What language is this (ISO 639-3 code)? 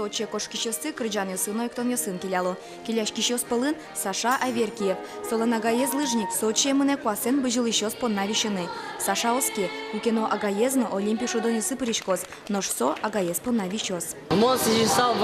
udm